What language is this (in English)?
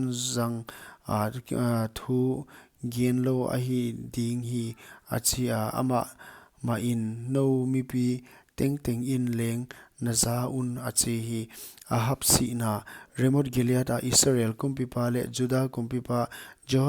Paite Chin